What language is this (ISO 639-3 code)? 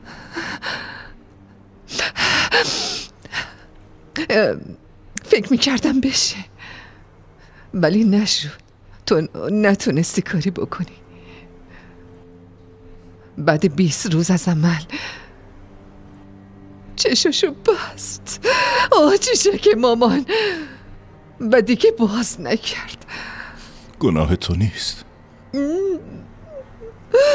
fas